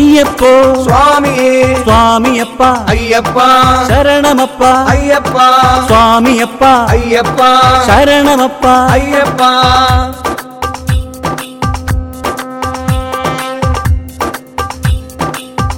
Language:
Malayalam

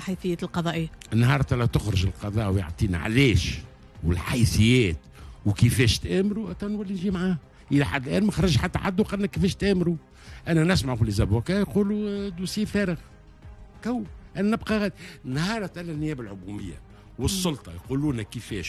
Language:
Tunisian Arabic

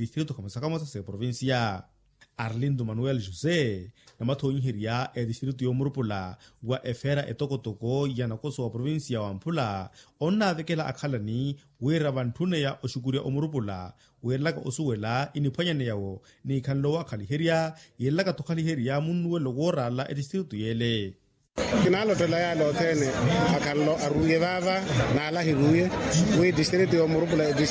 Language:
Makhuwa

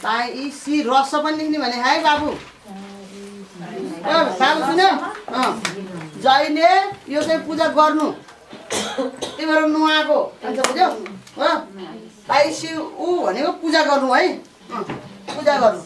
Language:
Nepali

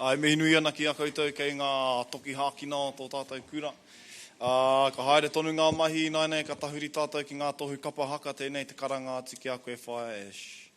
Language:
Māori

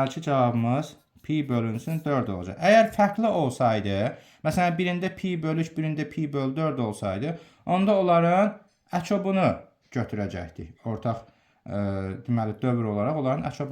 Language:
Azerbaijani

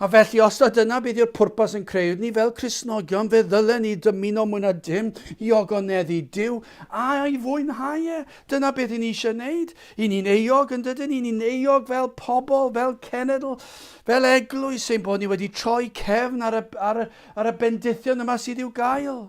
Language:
Welsh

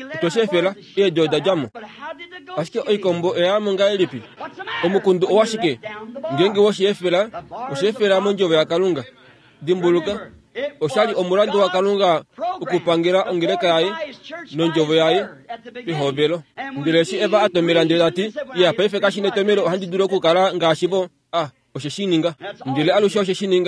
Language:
Kuanyama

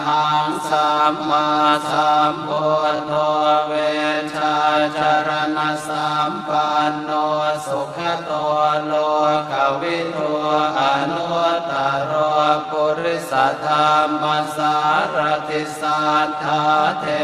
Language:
Pali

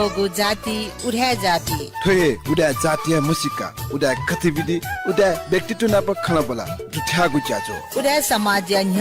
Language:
Newari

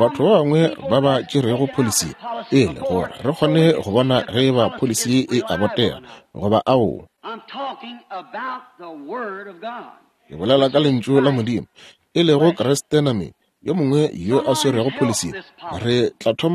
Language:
Northern Sotho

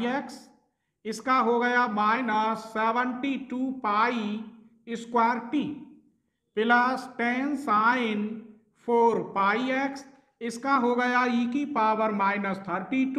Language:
Hindi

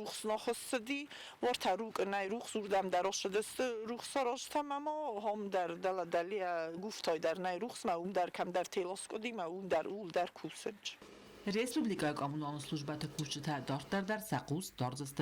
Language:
Ossetic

